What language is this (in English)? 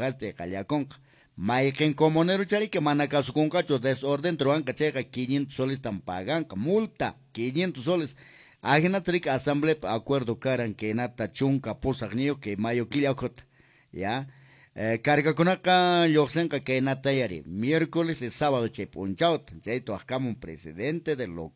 Quechua